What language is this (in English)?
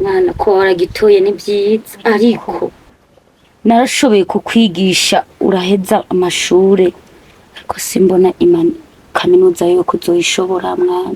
Rundi